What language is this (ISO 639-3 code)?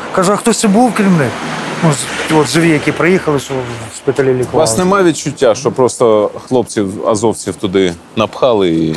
ukr